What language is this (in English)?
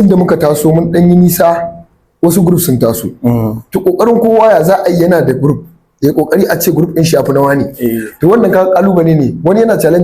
Hausa